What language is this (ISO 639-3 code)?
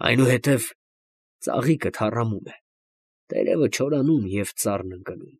hye